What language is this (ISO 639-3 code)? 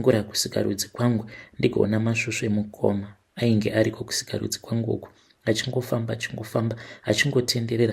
sna